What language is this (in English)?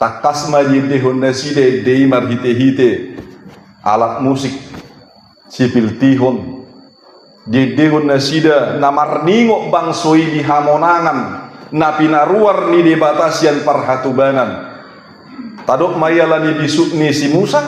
Batak Toba